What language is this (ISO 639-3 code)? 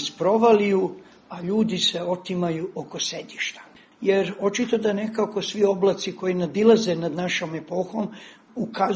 srp